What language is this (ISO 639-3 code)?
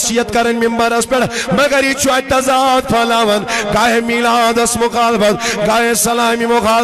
kas